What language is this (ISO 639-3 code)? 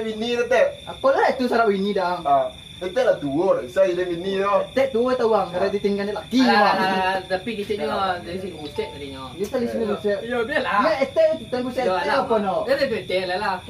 min